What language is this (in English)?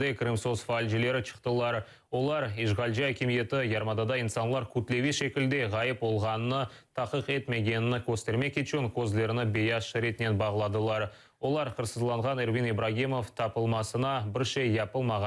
Crimean Tatar